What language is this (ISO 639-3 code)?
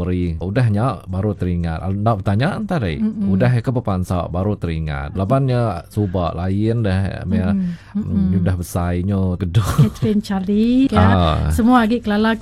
iba